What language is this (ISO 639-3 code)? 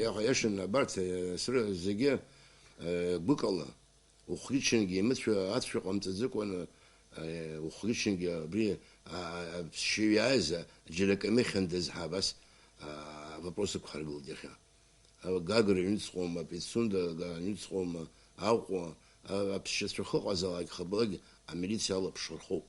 abk